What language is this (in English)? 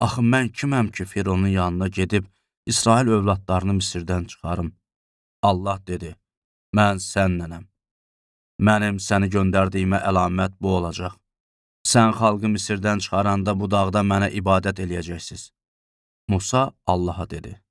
Azerbaijani